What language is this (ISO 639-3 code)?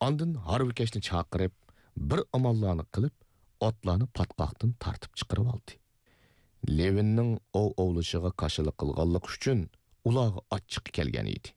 uig